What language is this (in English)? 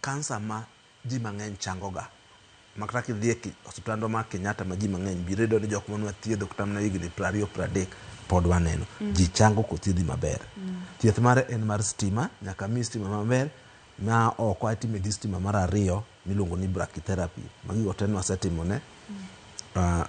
Luo (Kenya and Tanzania)